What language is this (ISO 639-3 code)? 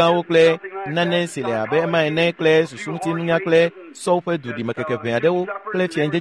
ewe